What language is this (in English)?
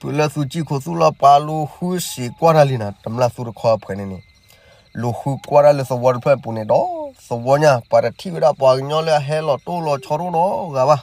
S'gaw Karen